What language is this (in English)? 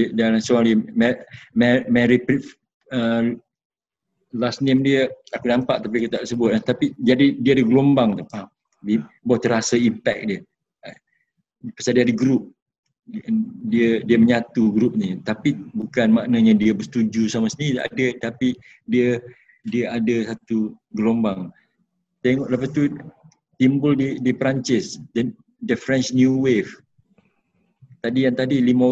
Malay